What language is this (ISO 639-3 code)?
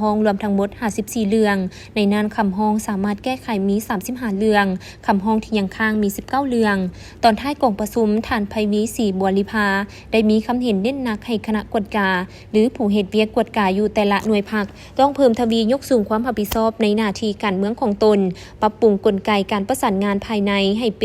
lao